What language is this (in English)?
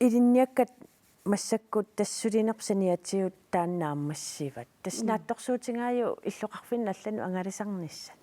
Kalaallisut